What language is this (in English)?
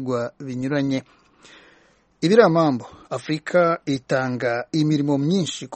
Kinyarwanda